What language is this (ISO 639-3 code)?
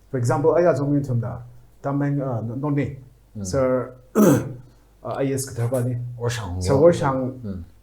nmf